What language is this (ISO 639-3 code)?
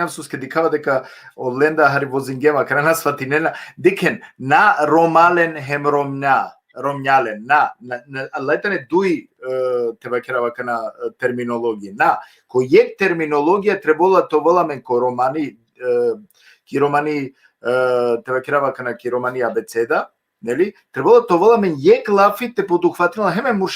rmn